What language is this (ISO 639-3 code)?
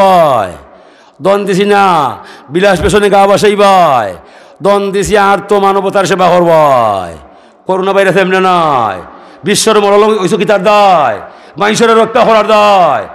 syl